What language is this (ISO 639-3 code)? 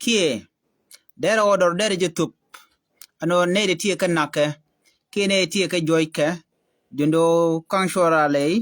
nus